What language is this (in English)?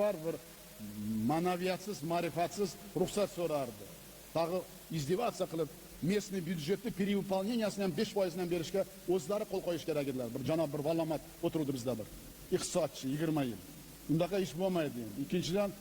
Uzbek